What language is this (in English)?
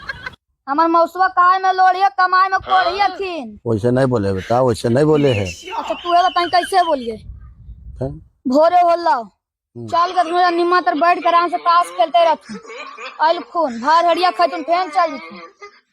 Magahi